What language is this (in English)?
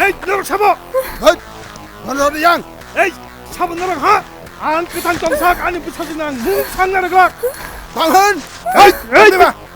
Kok Borok